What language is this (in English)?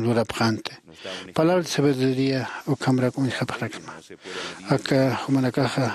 Aymara